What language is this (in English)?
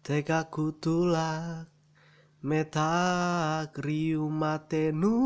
Ma'anyan